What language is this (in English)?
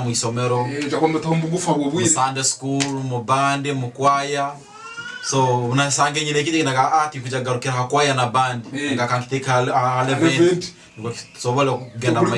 Tooro